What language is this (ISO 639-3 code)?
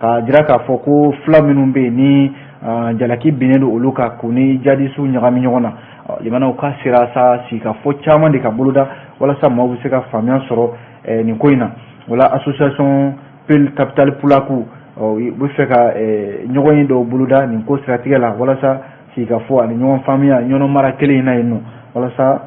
bam